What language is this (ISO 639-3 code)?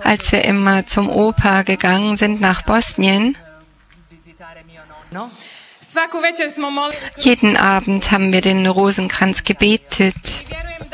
deu